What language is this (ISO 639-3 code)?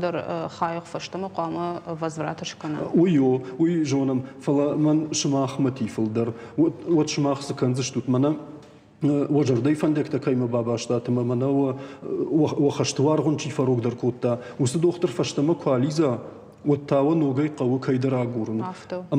oss